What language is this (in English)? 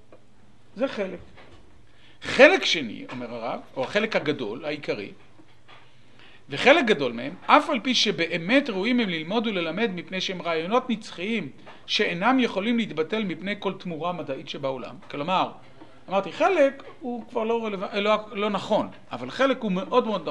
Hebrew